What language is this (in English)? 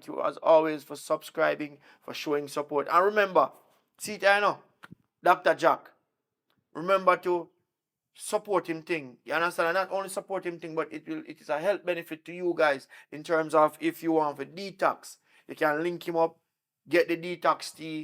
Jamaican Creole English